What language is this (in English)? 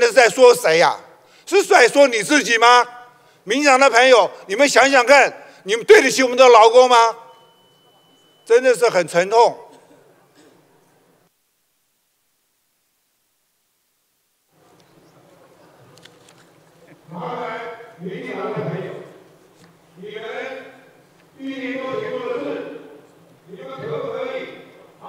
Chinese